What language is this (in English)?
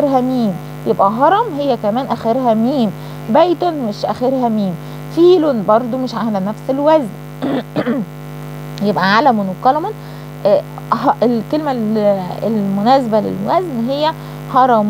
Egyptian Arabic